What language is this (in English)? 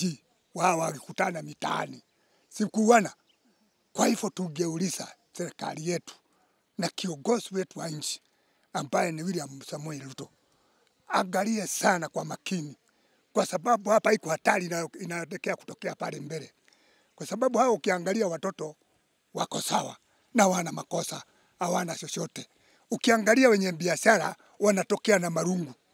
Swahili